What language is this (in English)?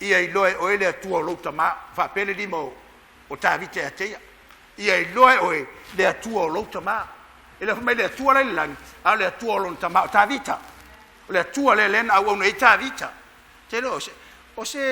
Samoan